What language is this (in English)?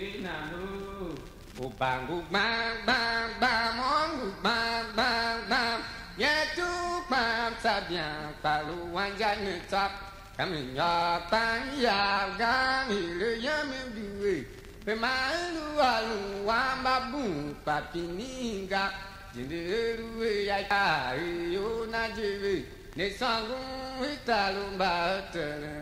Tiv